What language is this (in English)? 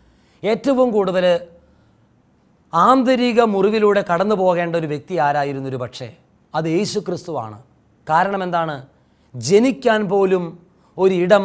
Malayalam